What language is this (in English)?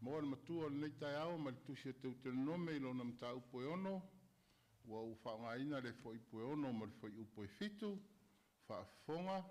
Samoan